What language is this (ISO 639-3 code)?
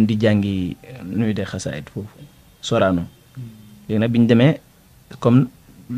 wol